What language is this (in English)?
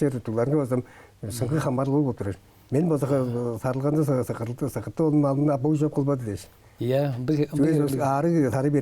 Tuvinian